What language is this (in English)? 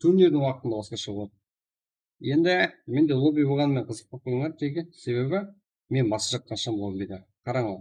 Kara-Kalpak